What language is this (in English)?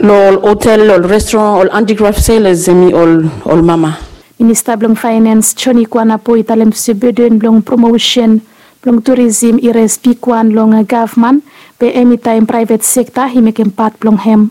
Bislama